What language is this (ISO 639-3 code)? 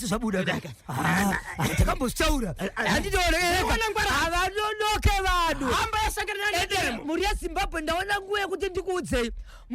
sna